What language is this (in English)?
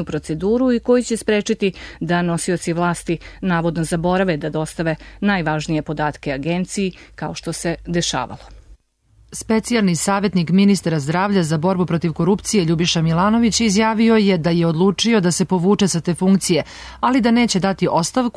Serbian